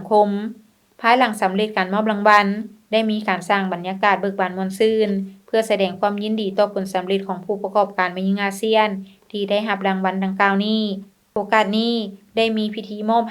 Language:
Lao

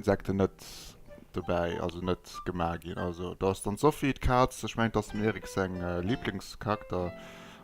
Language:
Luxembourgish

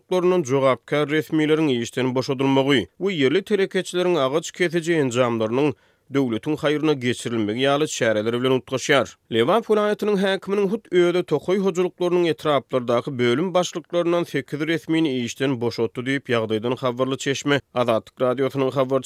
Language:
Turkmen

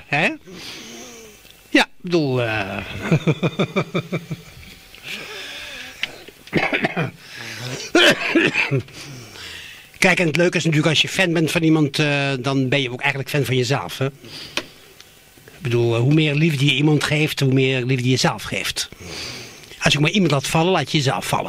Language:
Dutch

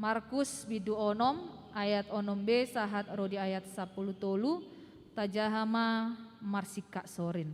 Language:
Batak Toba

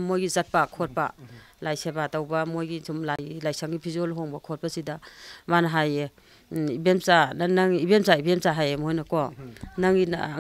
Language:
Manipuri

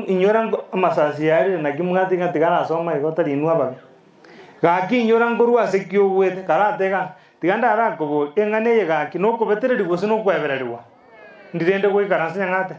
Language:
Gusii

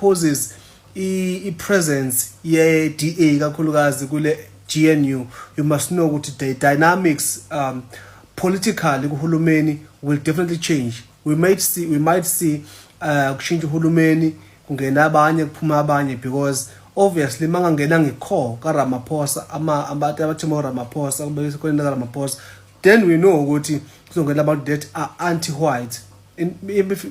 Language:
Zulu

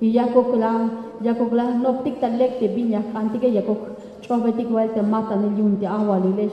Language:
Tzeltal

